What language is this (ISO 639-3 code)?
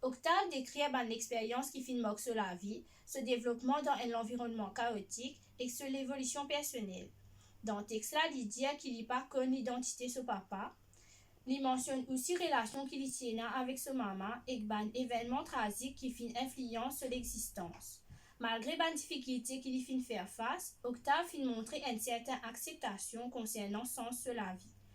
mfe